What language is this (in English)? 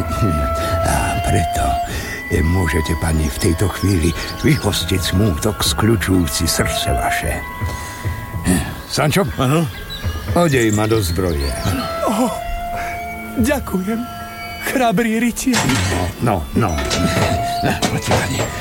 Slovak